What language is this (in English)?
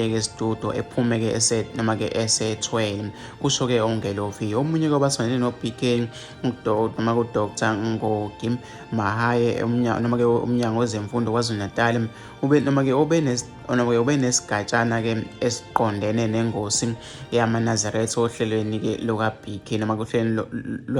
Zulu